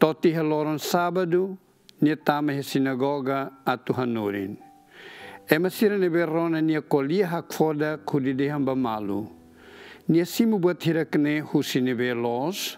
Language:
Tetum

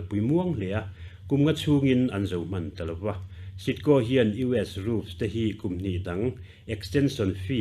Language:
Mizo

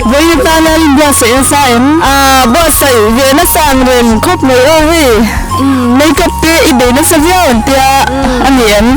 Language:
Mizo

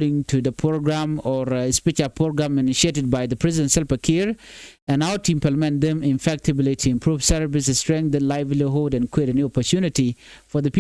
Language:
Nuer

